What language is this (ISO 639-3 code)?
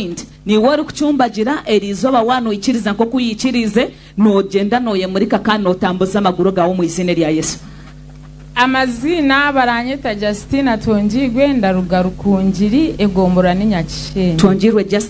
nyn